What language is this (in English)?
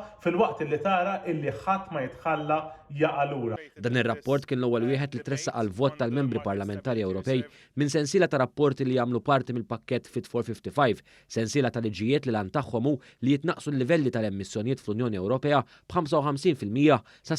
Maltese